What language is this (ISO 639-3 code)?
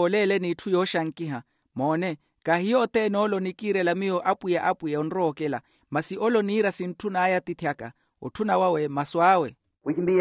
vmw